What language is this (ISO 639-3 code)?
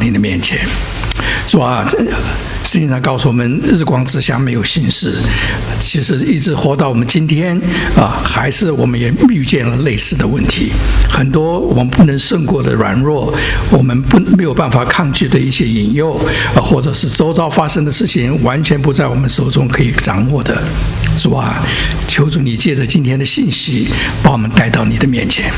zho